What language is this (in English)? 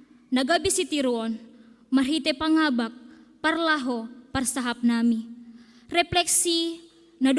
Batak Simalungun